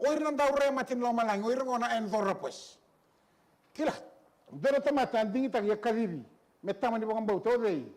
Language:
Fijian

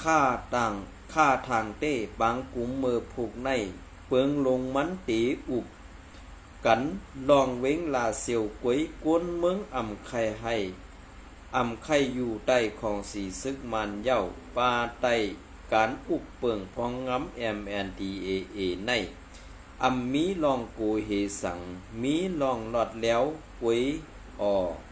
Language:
Shan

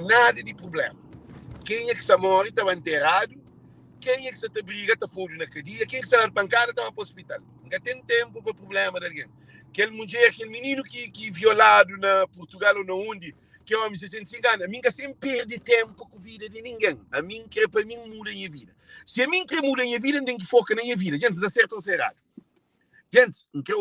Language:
Kabuverdianu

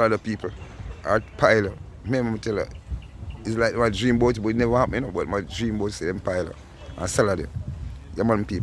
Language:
Jamaican Creole English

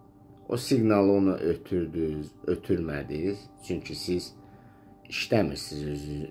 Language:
Azerbaijani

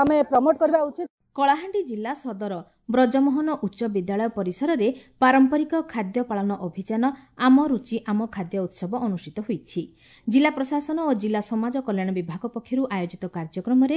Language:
Odia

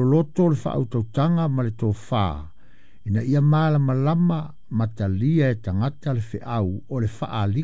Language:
Samoan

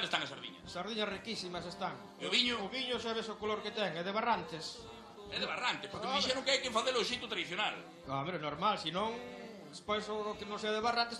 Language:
Galician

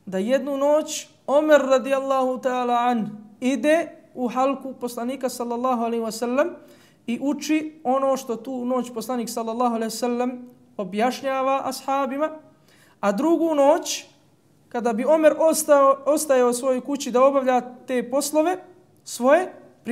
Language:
Bosnian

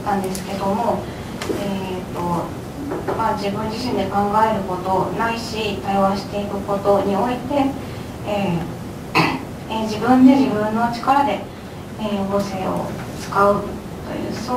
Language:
Japanese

